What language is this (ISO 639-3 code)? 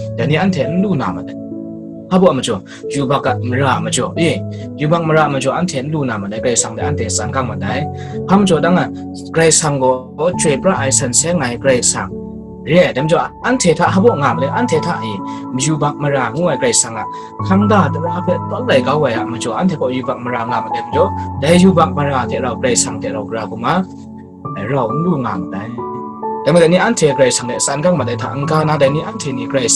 kac